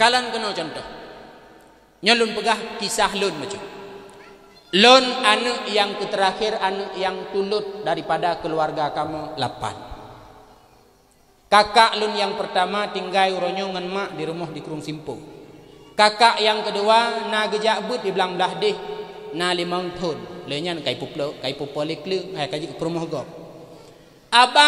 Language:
Achinese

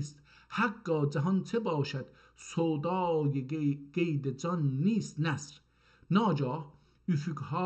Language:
South Azerbaijani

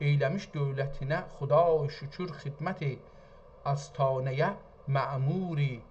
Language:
South Azerbaijani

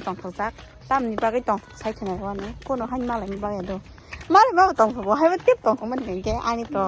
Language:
Kok Borok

